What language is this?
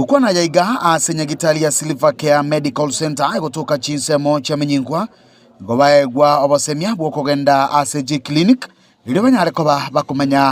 Gusii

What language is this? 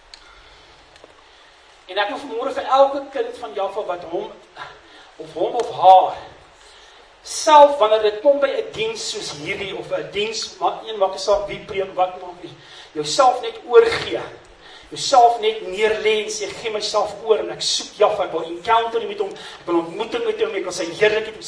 Afrikaans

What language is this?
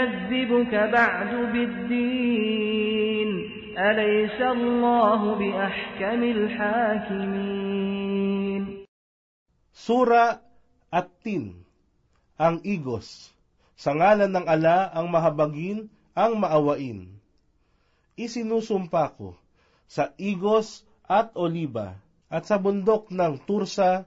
Filipino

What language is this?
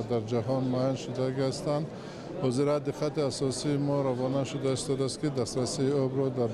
Tajik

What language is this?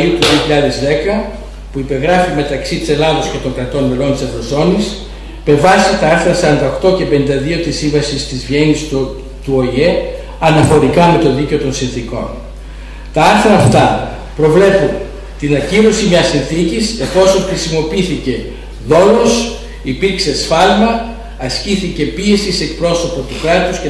Greek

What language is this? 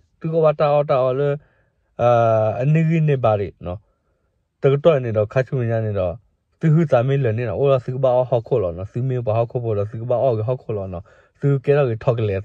S'gaw Karen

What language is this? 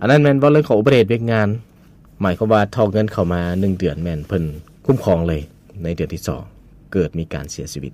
Lao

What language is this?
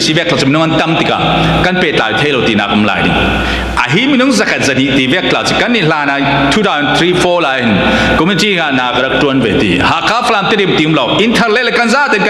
Falam Chin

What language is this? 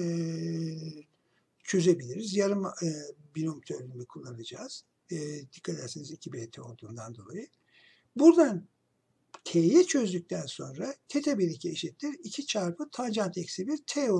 Turkish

